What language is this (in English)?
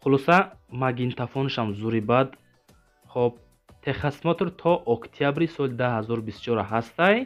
Tajik